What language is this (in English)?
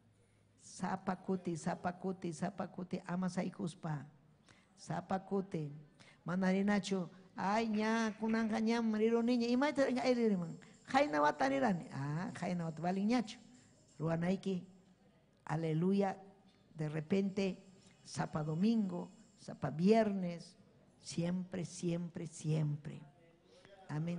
Ayacucho Quechua